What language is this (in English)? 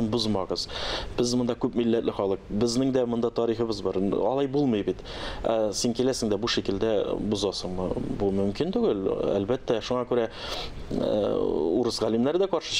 Tatar